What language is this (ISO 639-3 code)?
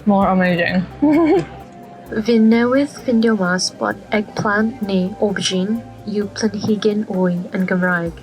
cym